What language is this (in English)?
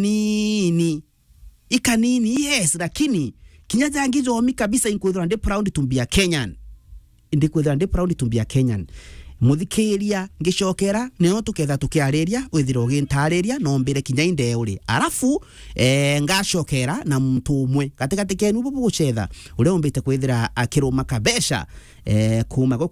Meru